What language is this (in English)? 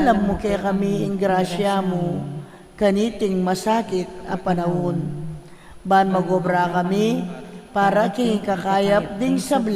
Pampanga